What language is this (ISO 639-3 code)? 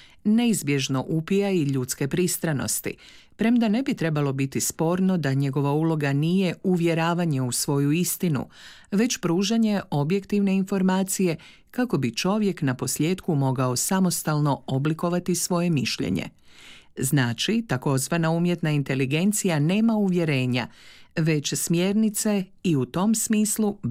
hrv